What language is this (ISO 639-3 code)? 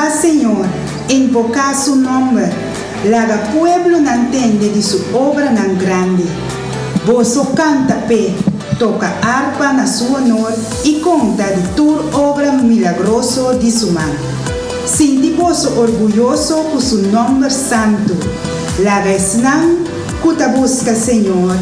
pap